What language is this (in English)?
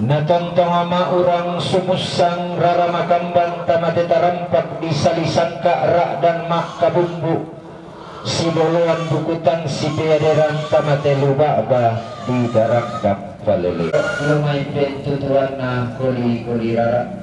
Toraja-Sa'dan